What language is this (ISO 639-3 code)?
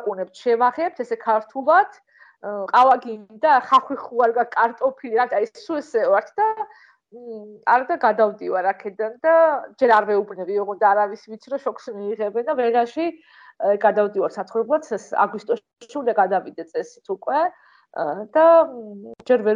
kat